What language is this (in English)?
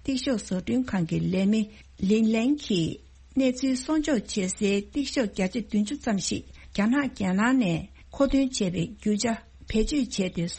Tibetan